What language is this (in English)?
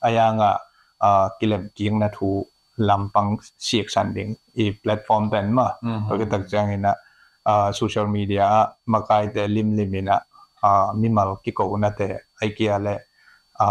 Tedim Chin